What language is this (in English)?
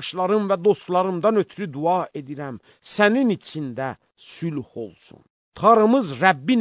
Azerbaijani